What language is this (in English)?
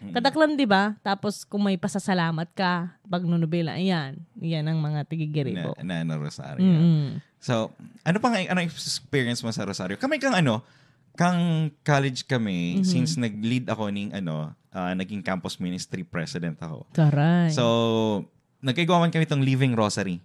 Bikol